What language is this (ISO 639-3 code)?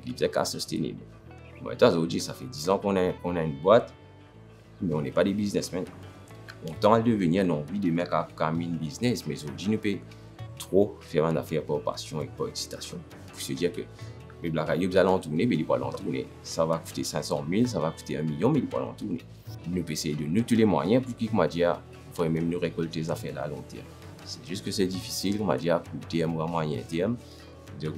mfe